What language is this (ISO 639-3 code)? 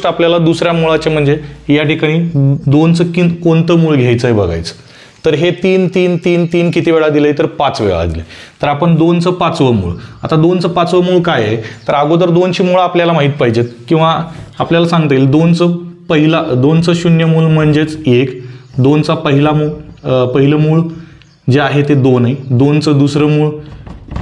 mar